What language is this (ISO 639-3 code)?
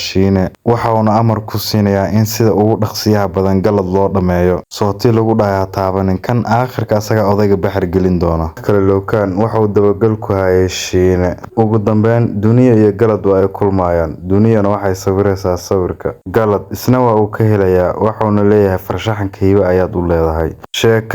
som